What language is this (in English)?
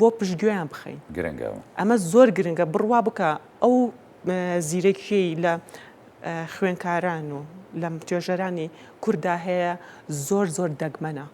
Central Kurdish